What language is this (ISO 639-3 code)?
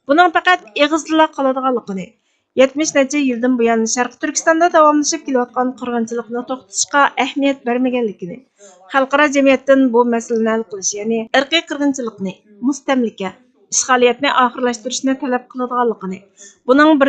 uig